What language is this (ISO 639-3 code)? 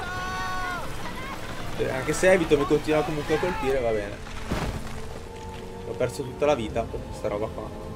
ita